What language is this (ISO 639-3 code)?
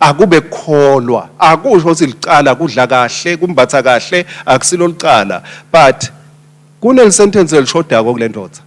ssw